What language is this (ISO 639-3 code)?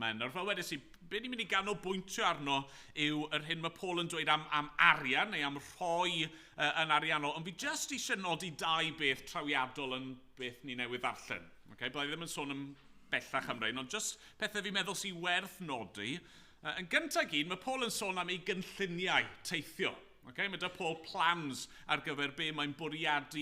cym